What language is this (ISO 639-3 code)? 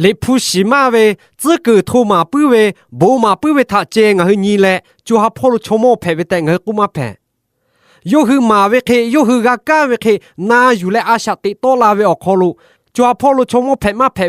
lhu